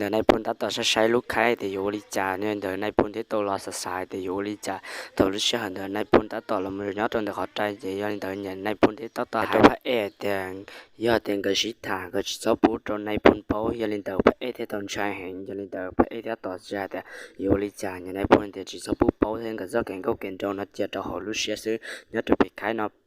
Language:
Hmong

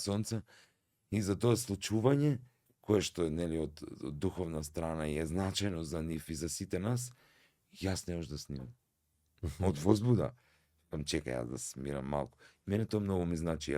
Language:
Macedonian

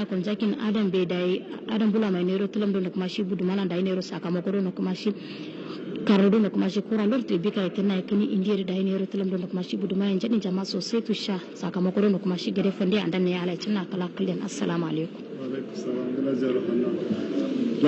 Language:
Hausa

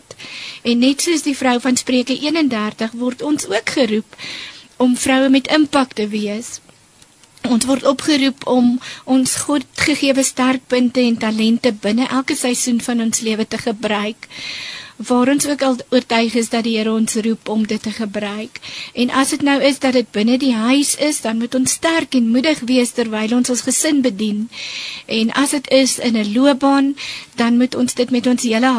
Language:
Afrikaans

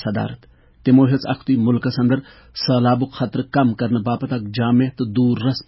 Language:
Kashmiri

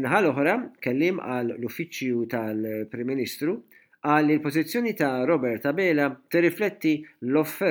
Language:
Maltese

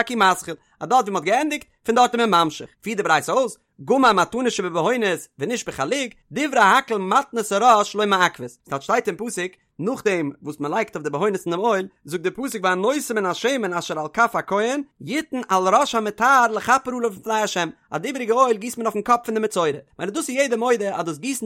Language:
Yiddish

